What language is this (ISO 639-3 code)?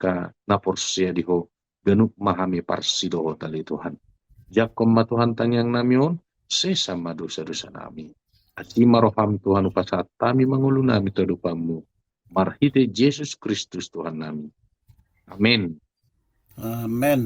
bbc